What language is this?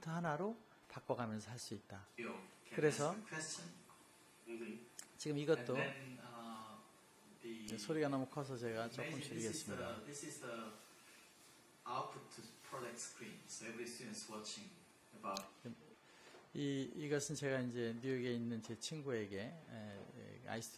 Korean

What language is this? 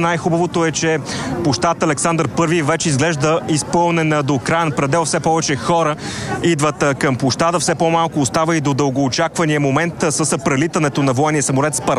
Bulgarian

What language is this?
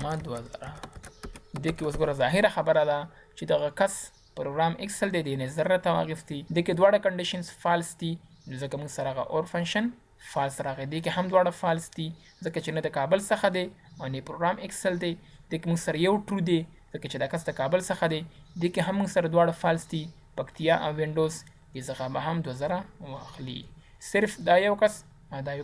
Pashto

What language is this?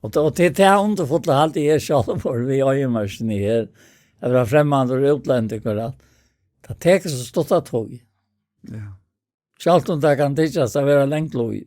Faroese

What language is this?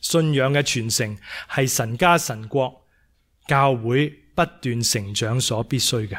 Cantonese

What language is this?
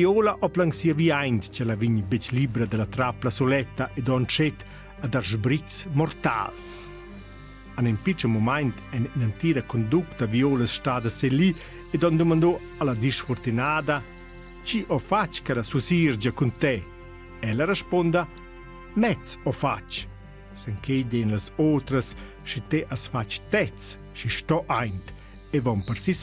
Romansh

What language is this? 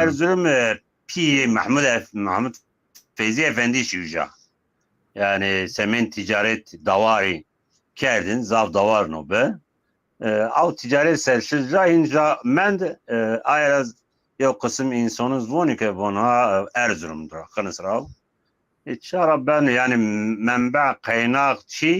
Zaza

